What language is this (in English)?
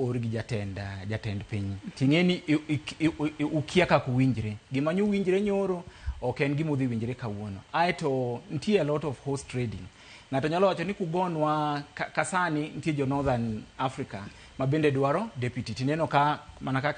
Luo (Kenya and Tanzania)